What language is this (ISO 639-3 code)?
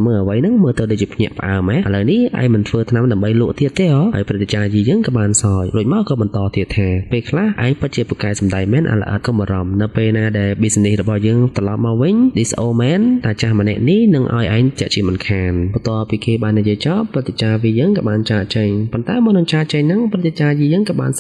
khm